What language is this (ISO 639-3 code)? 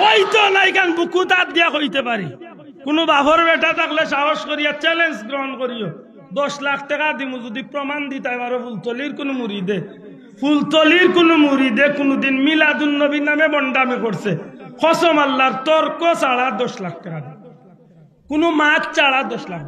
syl